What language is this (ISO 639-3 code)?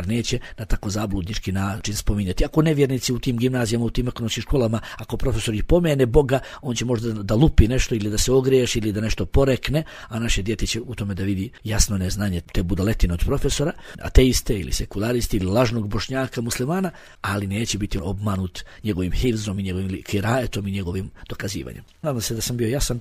bos